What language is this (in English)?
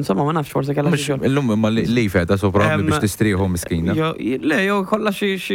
Maltese